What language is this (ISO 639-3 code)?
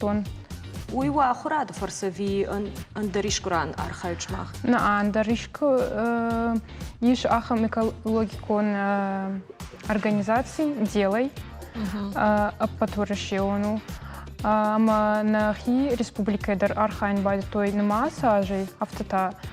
oss